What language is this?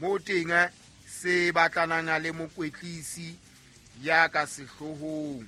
Southern Sotho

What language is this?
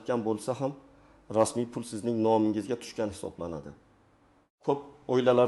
Uzbek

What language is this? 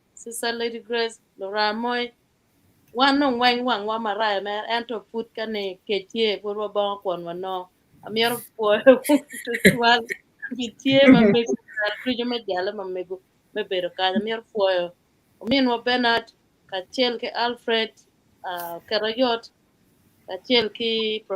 Acoli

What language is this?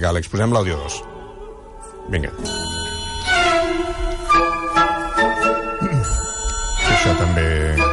Catalan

